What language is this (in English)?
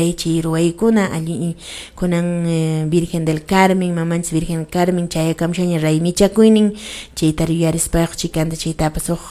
Quechua